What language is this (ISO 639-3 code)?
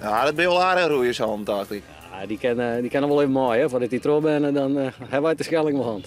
fry